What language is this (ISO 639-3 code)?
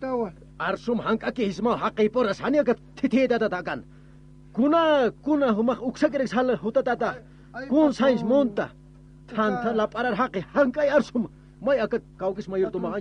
aym